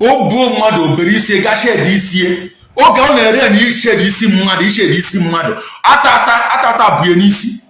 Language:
Igbo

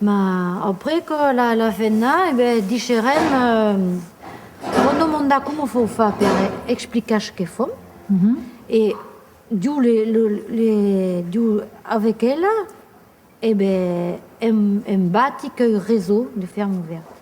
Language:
Occitan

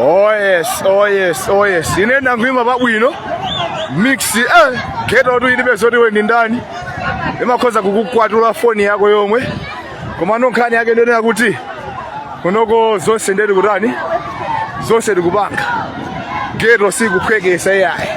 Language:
Nyanja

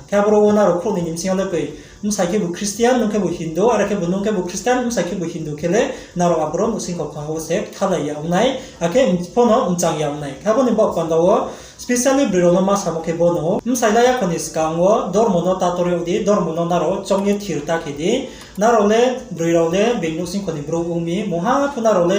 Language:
Riang (India)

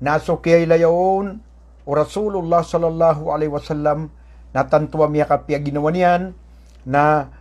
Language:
Maranao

